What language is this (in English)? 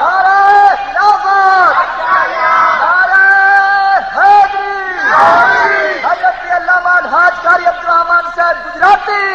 Saraiki